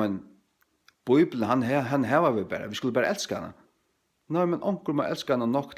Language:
Faroese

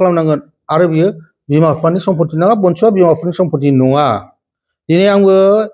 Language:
Bodo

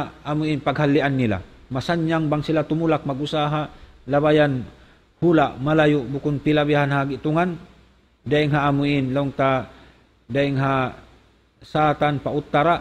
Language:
Tausug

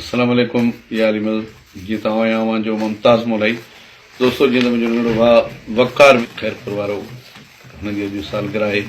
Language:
Sindhi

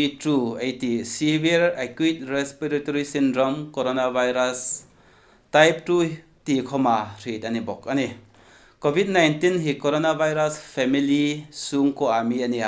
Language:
Hmar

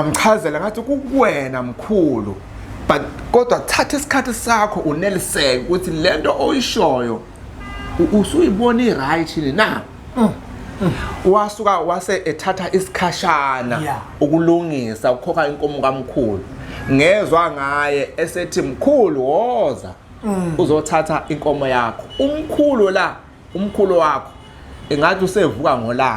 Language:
Zulu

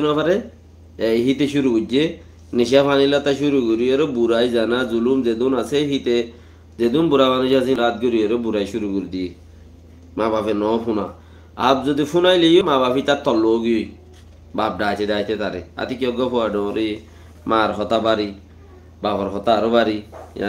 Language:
Rohingya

